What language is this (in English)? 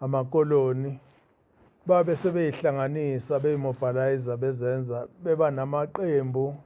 Zulu